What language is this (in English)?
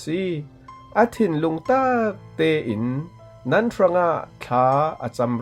Falam Chin